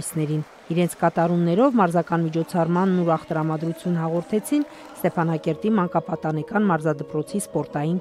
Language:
Armenian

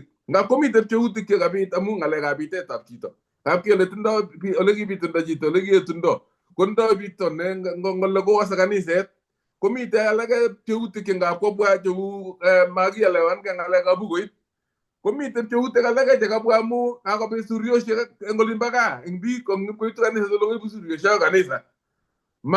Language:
Kalenjin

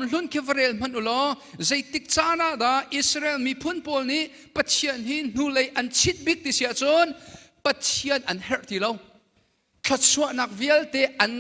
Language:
Hakha Chin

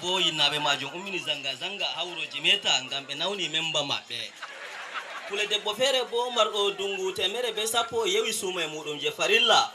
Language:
Fula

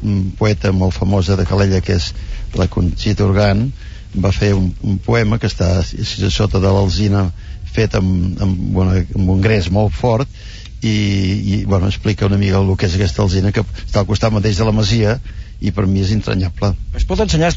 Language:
Catalan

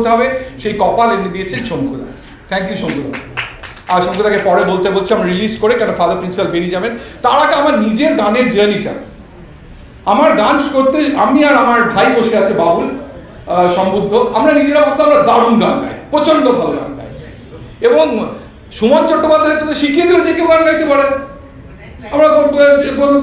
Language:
Bangla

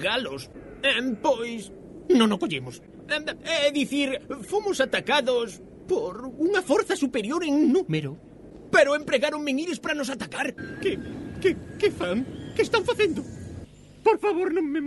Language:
Galician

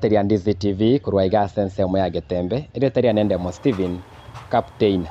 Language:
Gusii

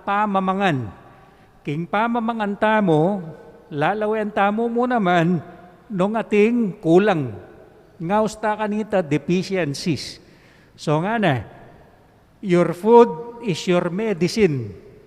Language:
Pampanga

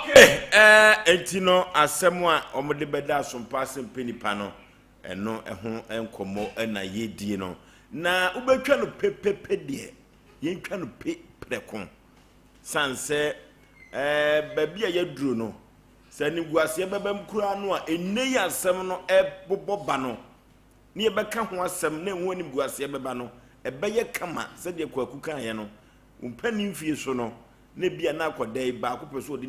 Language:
Akan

